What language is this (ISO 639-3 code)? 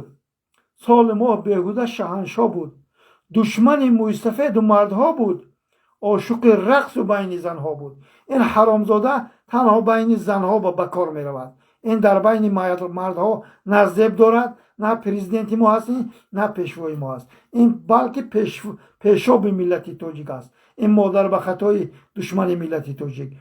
tgk